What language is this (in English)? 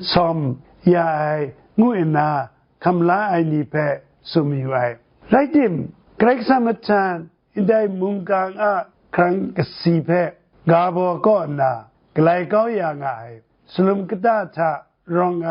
Kachin